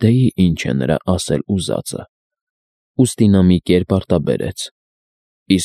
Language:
Armenian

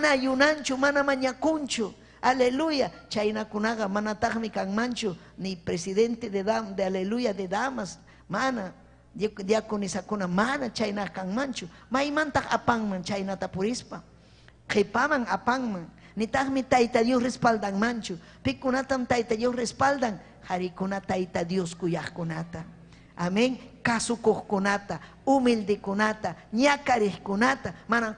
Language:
Ayacucho Quechua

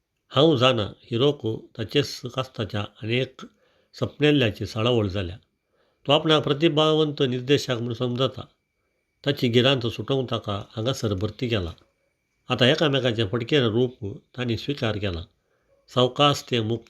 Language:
Konkani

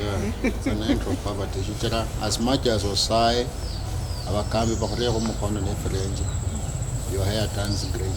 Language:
Luyia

